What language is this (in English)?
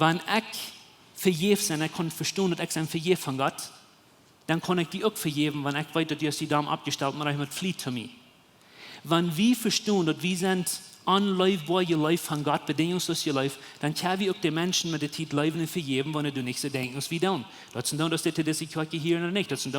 Plautdietsch